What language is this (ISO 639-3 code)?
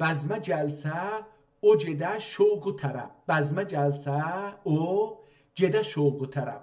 azb